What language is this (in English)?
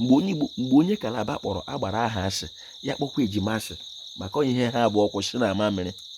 Igbo